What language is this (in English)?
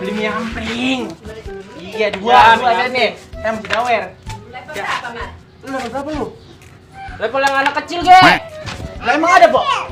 Betawi